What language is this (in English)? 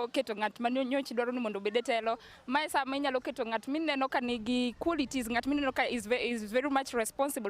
Luo (Kenya and Tanzania)